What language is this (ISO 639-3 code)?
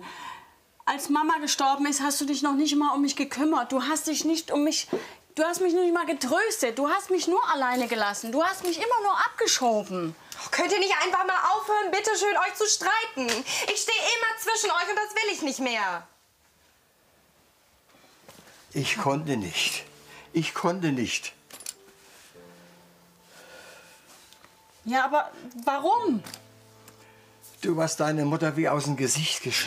deu